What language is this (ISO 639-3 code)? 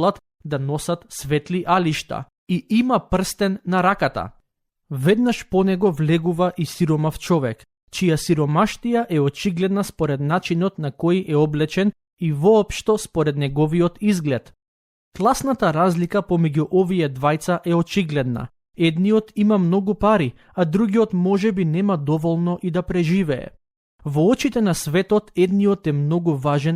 mkd